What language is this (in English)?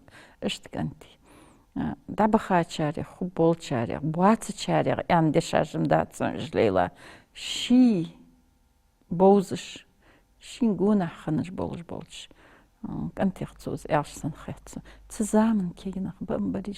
Ingush